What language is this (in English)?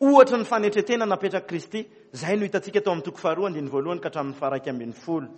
Malagasy